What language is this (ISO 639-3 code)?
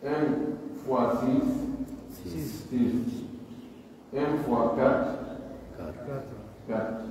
fuf